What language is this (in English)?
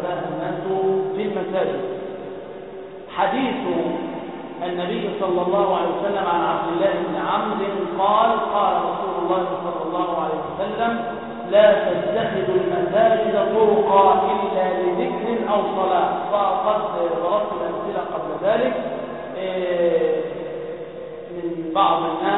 Arabic